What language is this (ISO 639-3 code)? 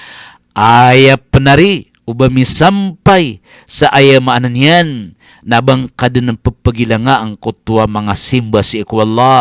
mrw